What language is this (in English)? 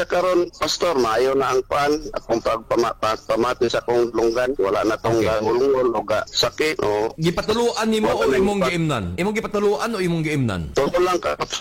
Cebuano